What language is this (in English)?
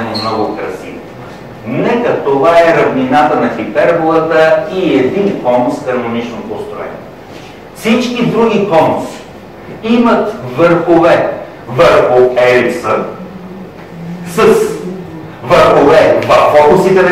Bulgarian